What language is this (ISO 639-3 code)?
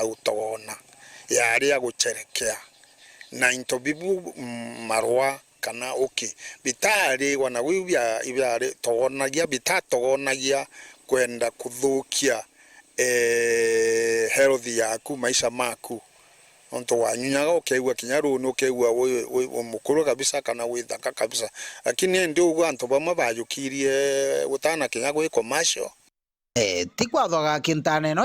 mer